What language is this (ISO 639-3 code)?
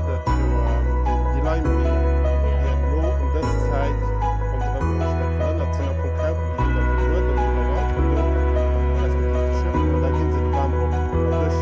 ltz